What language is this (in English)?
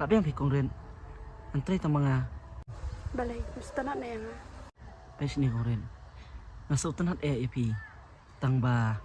Khasi